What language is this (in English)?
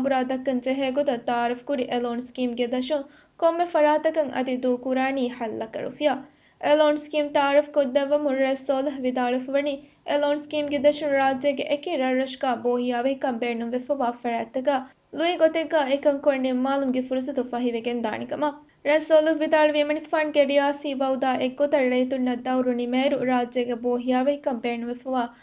Divehi